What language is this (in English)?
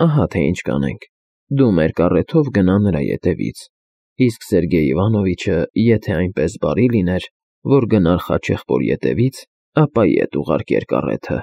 Armenian